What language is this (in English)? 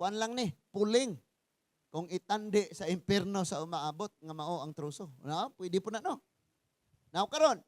Cebuano